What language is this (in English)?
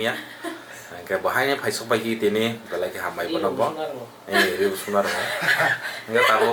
Kok Borok